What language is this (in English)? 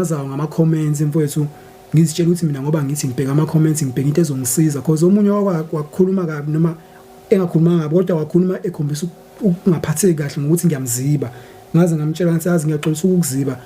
Zulu